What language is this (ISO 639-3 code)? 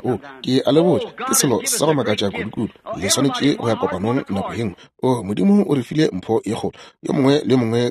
nso